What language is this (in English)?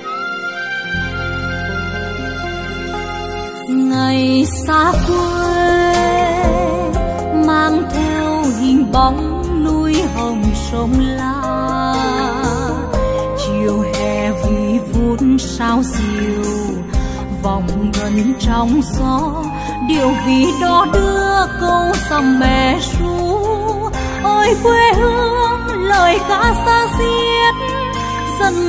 Vietnamese